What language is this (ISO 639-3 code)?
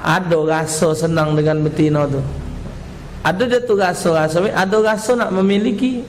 mui